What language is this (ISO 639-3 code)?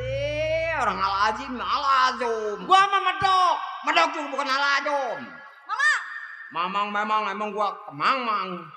bew